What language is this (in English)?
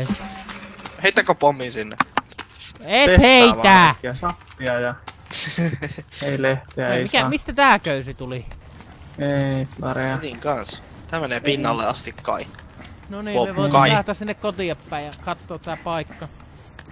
Finnish